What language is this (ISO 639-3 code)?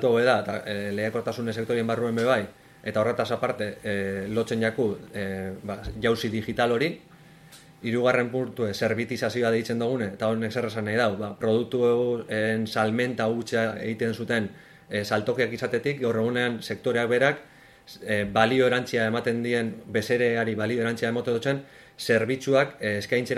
eus